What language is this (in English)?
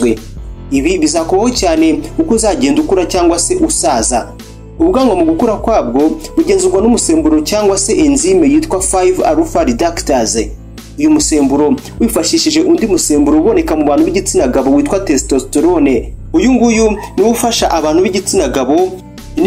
Kinyarwanda